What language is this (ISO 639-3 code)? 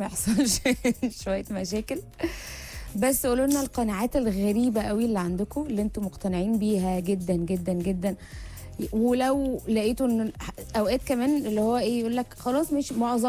arz